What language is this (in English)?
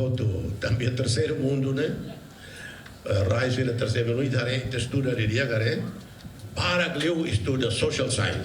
Tetum